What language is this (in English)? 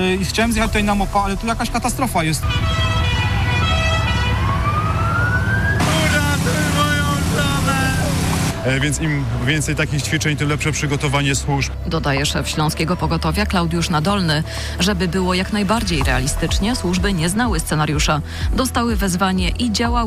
Polish